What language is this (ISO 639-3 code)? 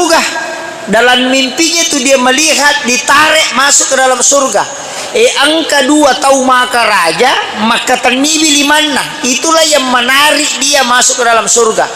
bug